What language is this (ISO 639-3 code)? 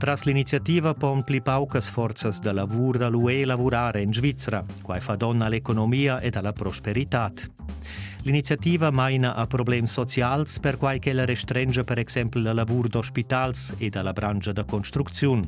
roh